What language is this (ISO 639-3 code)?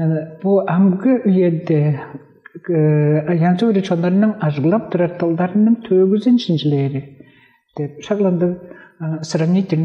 tyv